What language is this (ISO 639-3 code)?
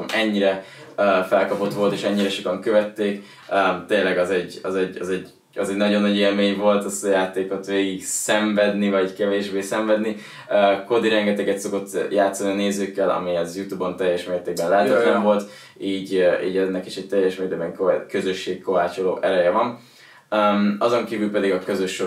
hun